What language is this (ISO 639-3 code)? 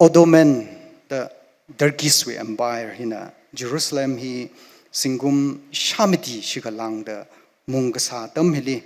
nmf